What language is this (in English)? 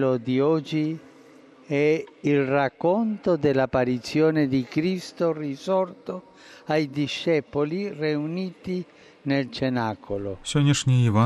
Belarusian